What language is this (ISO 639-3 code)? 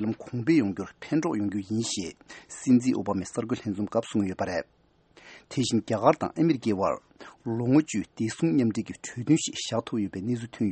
bod